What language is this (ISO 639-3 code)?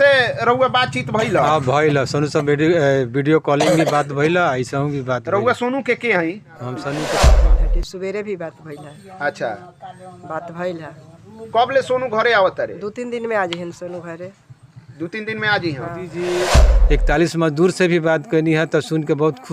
bho